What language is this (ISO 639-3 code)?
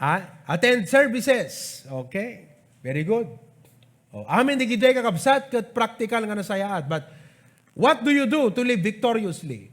ilo